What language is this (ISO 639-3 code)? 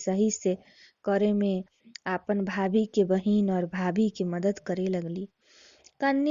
bho